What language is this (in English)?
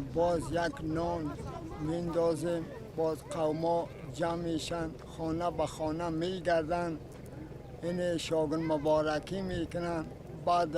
Persian